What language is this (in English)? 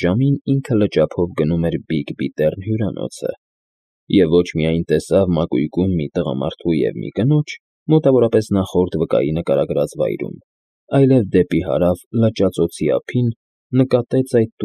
Armenian